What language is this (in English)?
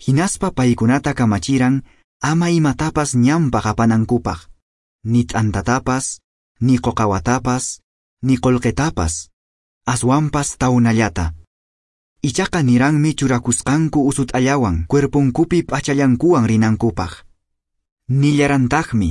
Quechua